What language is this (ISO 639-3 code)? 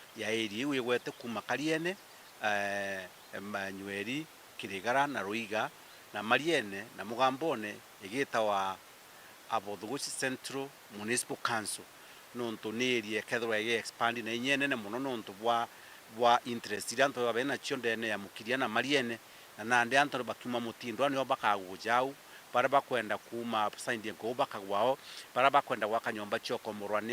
mer